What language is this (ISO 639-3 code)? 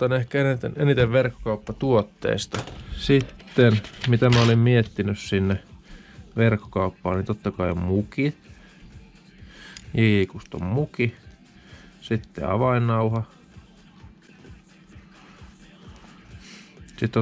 fin